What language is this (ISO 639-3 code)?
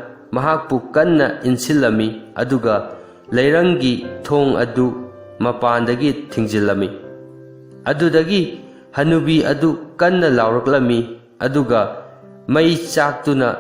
mni